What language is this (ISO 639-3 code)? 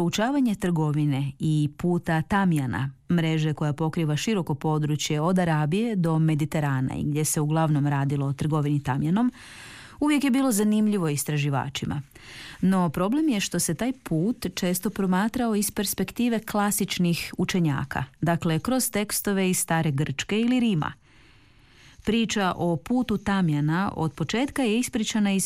hrv